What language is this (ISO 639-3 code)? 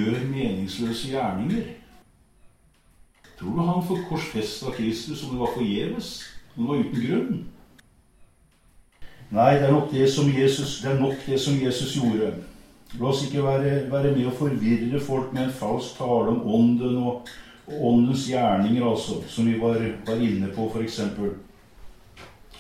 nor